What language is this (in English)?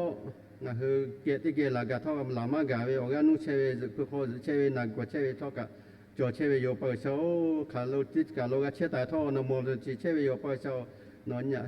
Lahu